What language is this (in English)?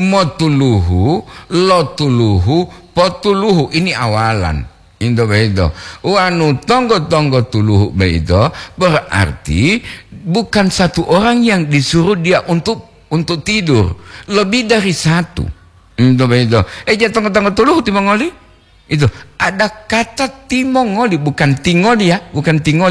Gorontalo